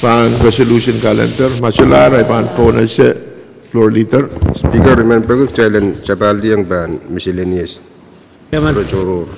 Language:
Pohnpeian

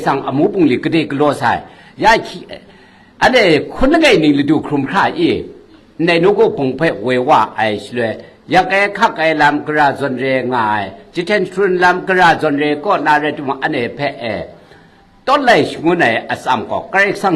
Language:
Kachin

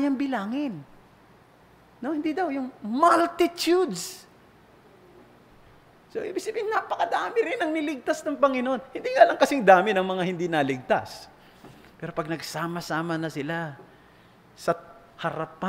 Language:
Filipino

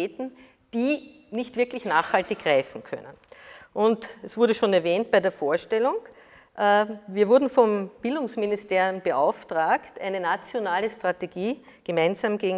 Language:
German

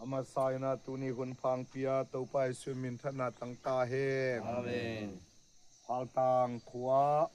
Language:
Tedim Chin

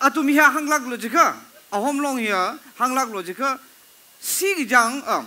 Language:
Tangkhul Naga (India)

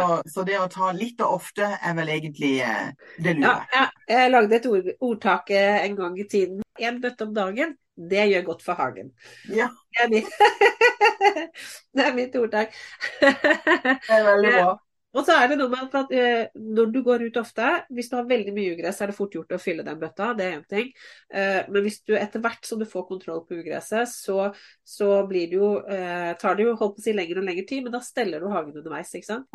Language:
Norwegian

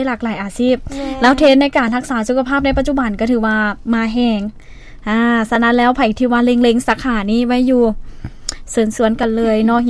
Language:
Lao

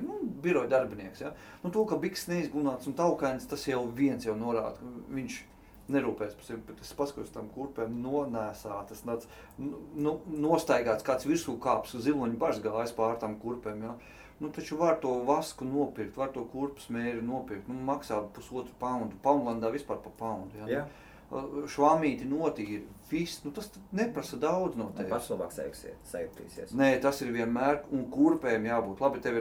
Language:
Latvian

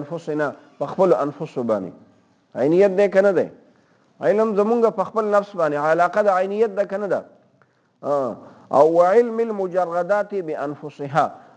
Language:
Pashto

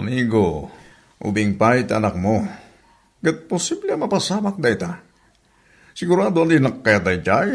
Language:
Iloko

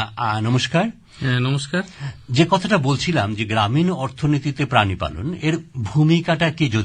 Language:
Bangla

